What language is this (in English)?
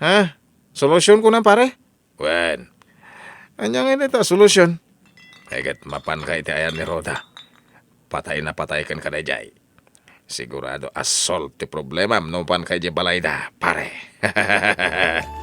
Iloko